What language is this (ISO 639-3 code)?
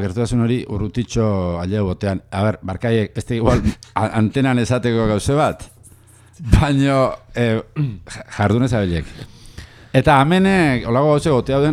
eus